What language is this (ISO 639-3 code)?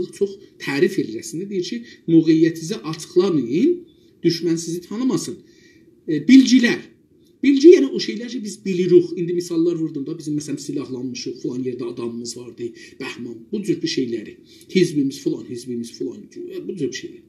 azb